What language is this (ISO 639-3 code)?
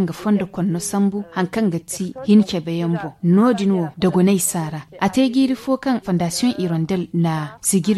dje